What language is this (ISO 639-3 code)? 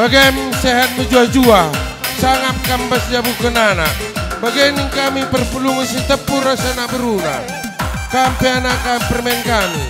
btx